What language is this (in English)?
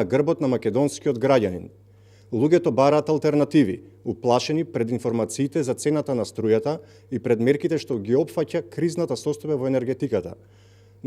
Macedonian